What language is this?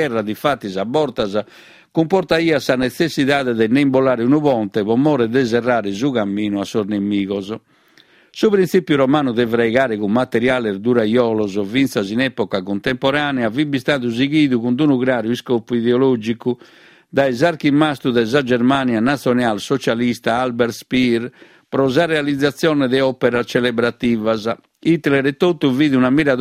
Sardinian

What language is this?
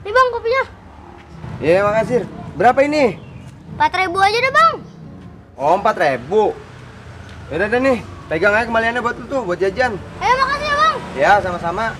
Betawi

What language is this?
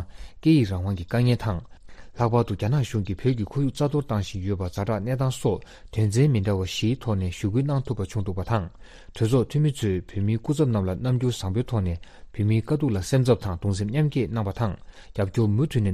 Tibetan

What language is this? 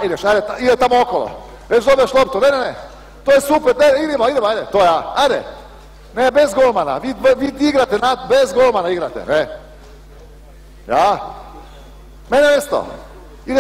Croatian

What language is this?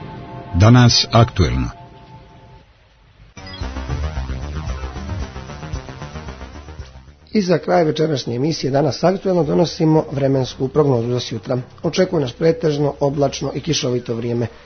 Serbian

